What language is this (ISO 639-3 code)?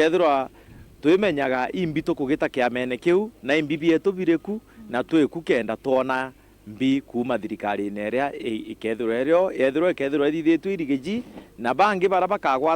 mer